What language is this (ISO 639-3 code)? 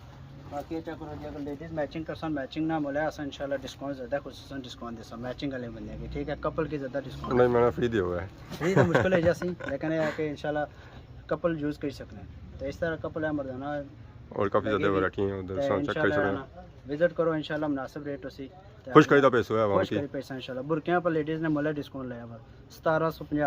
phr